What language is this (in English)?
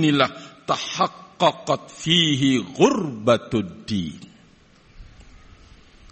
Indonesian